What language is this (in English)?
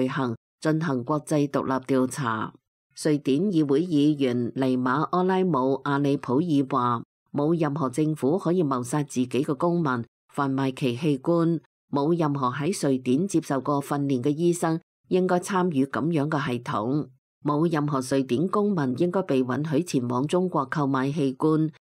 Cantonese